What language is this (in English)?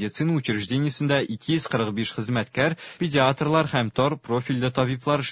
Tatar